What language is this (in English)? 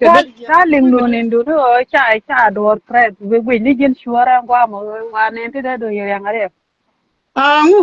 Nuer